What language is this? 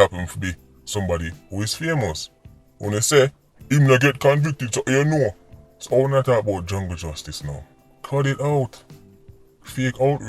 Jamaican Creole English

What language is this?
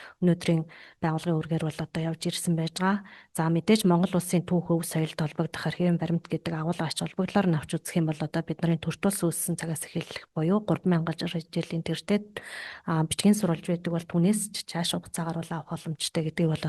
Mongolian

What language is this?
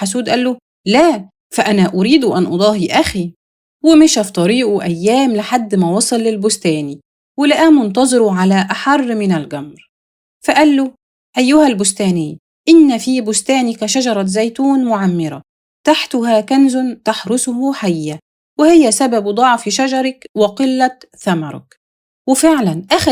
Egyptian Arabic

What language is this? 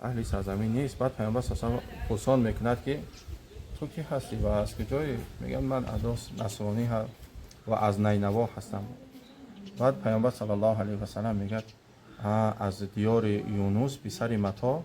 Tajik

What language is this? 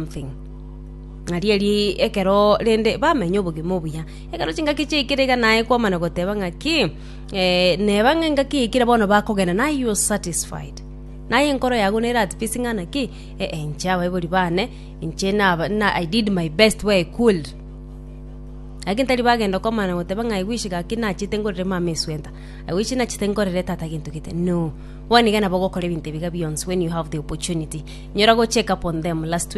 Gusii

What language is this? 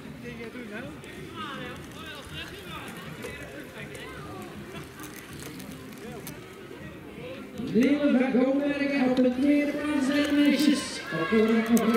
Dutch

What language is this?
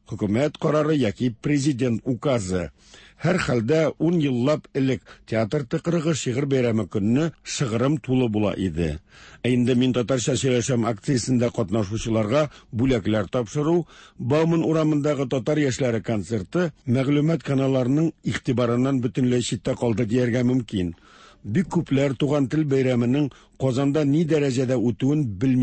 Tatar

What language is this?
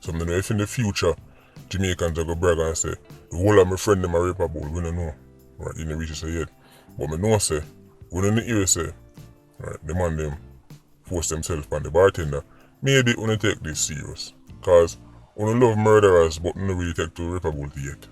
Jamaican Creole English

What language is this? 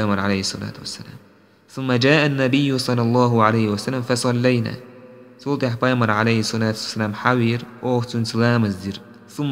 Chechen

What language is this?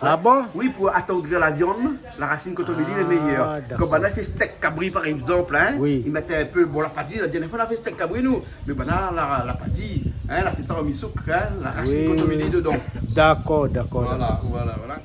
Réunion Creole French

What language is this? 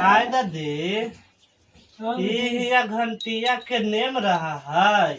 Magahi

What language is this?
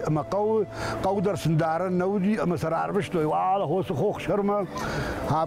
Ossetic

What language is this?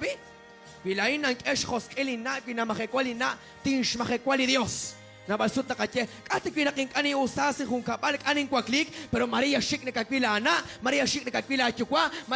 Kekchí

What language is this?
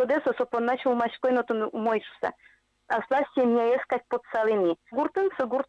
Udmurt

